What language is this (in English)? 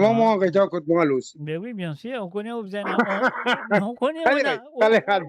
Morisyen